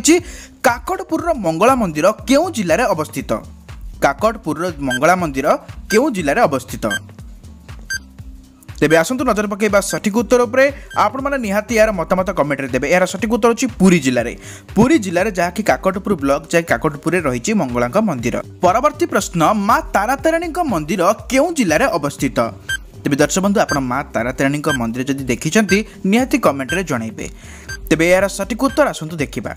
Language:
Odia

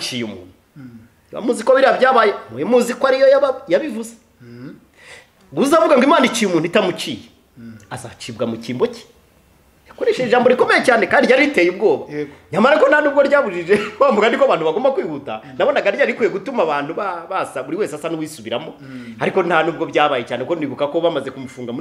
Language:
Kinyarwanda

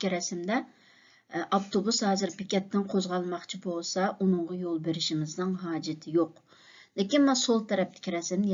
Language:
Uyghur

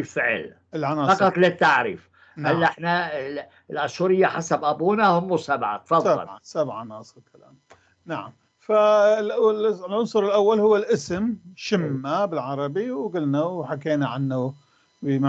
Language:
North Levantine Arabic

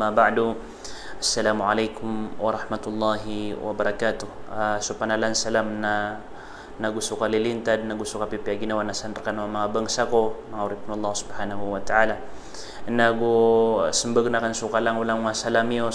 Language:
Maranao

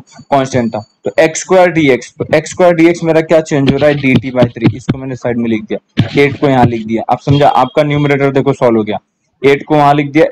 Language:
Hindi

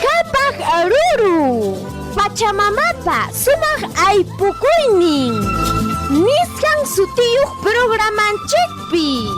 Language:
Ayacucho Quechua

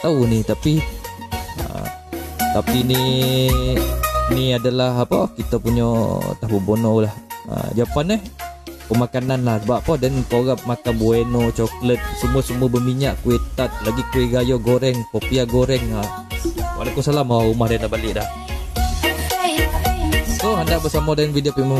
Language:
Malay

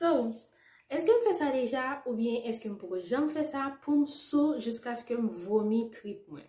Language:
Haitian Creole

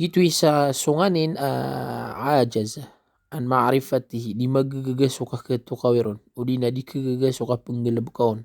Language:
Maranao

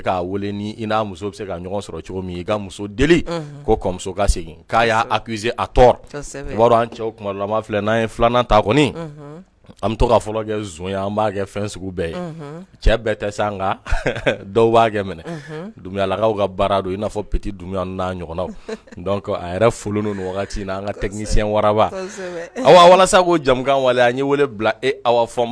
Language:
Bambara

